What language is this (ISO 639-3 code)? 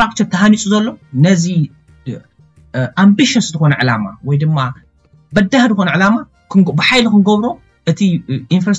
tir